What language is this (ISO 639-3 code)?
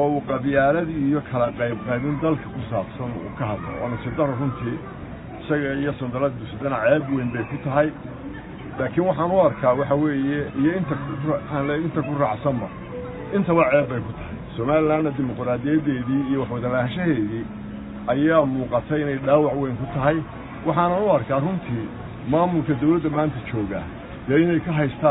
som